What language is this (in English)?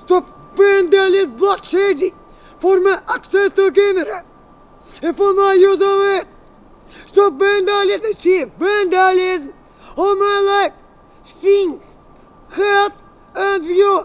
Albanian